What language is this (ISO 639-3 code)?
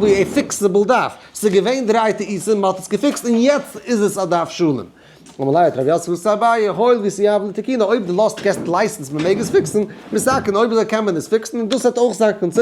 yid